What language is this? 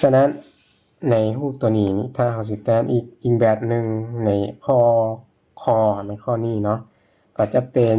Lao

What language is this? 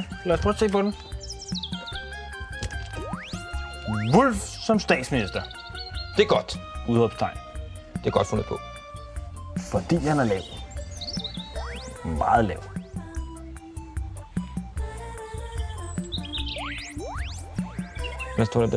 Danish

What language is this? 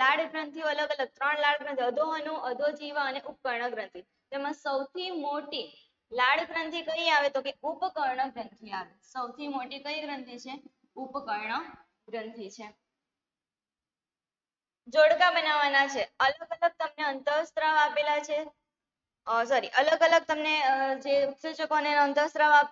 Gujarati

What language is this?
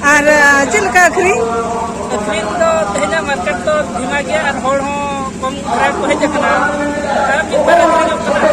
Santali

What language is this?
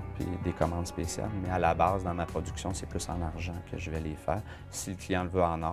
French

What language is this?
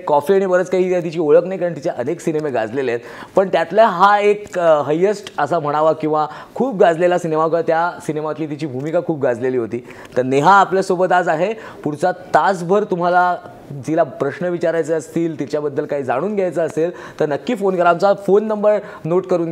Marathi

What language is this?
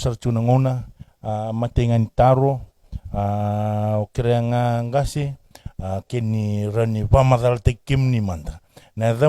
Fijian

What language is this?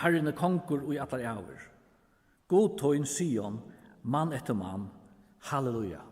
Faroese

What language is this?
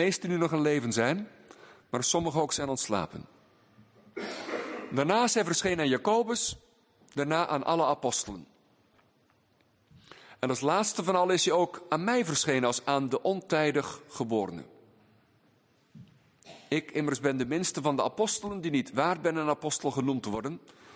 Dutch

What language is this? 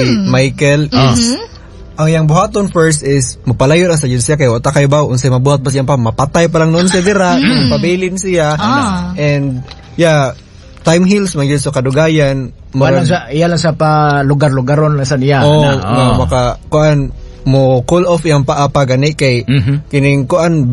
Cebuano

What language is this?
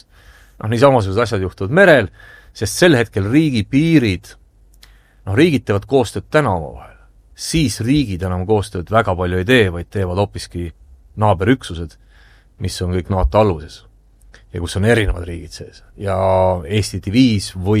Estonian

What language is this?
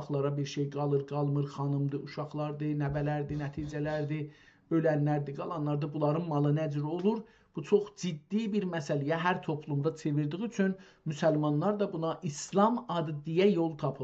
South Azerbaijani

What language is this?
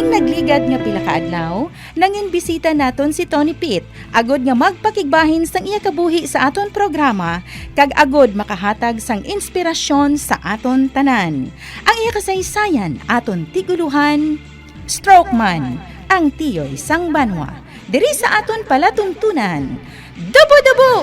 Hiligaynon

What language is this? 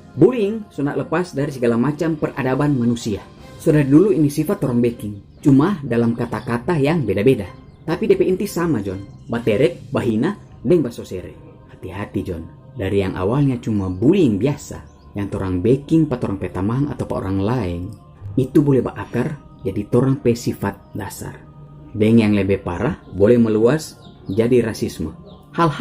Manado Malay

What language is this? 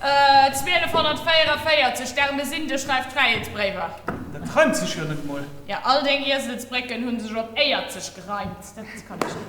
Luxembourgish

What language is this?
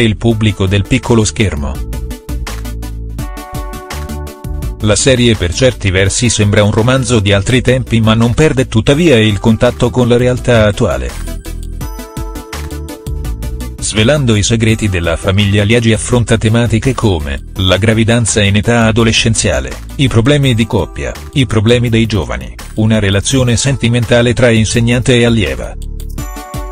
Italian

